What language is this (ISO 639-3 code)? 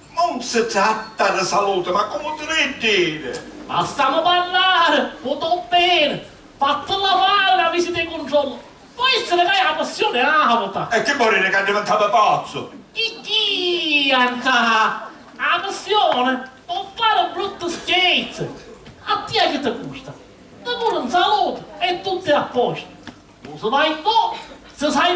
scn